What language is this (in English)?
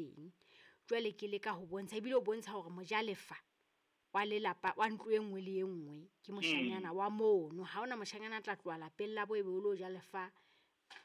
Southern Sotho